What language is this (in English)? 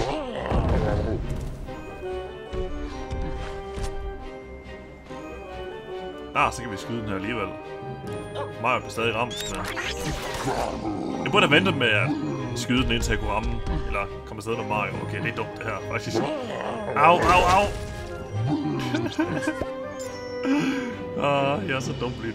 Danish